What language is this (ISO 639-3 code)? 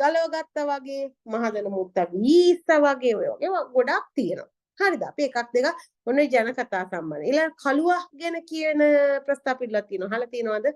sin